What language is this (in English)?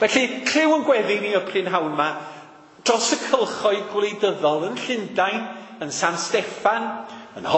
Welsh